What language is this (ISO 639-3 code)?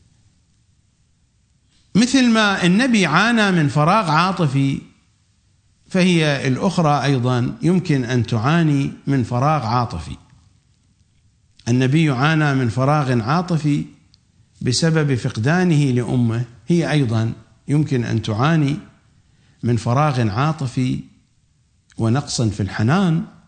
ara